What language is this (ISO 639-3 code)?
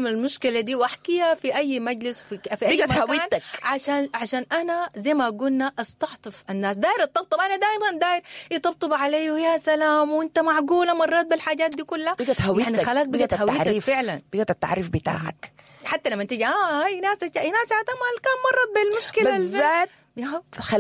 apd